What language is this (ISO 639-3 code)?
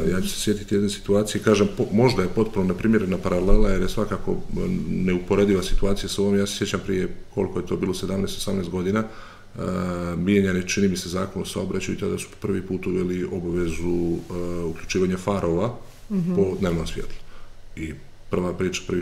srp